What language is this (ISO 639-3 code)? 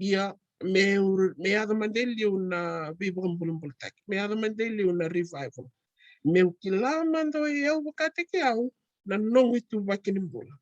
fij